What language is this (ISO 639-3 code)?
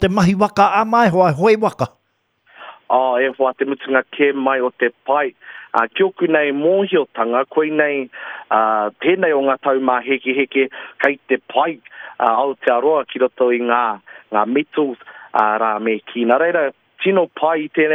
mri